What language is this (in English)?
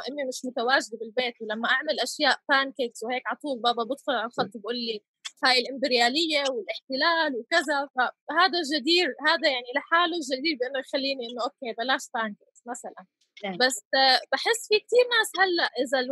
North Levantine Arabic